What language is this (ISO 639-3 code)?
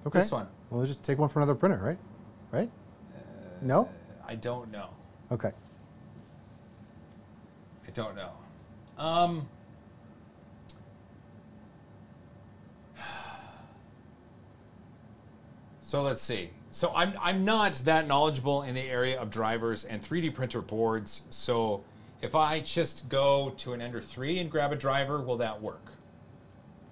eng